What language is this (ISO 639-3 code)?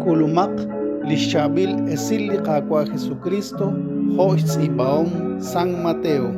kek